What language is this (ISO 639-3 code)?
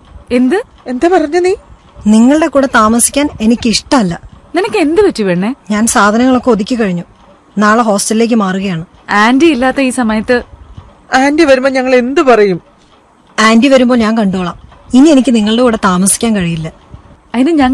mal